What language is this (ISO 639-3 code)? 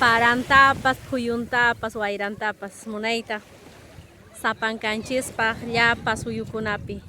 que